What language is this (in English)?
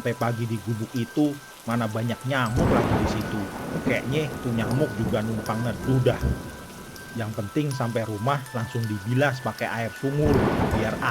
Betawi